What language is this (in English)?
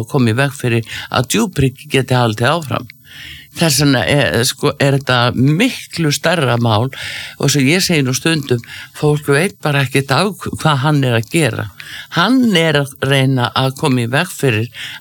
Icelandic